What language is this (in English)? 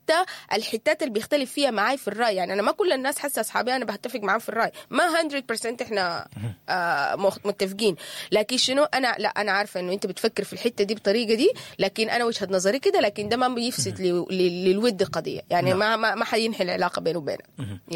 Sudanese Arabic